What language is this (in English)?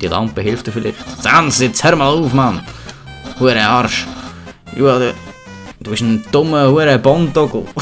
Swiss German